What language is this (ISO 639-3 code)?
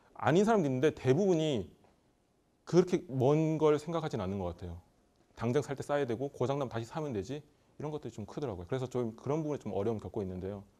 kor